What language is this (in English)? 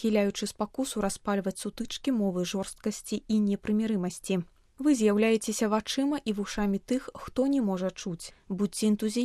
Belarusian